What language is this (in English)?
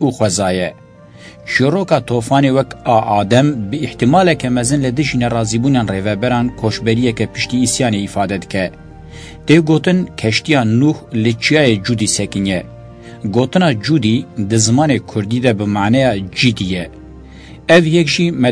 Kurdish